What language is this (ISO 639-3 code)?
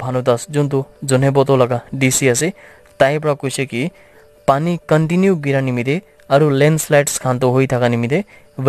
nag